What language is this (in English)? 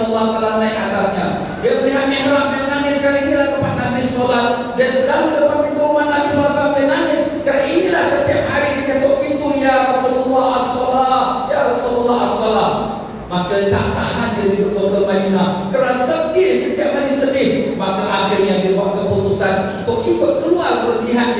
Malay